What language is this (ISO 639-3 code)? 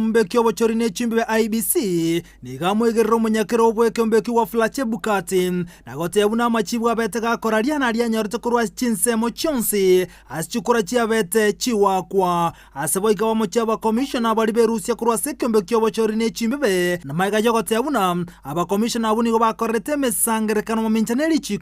guz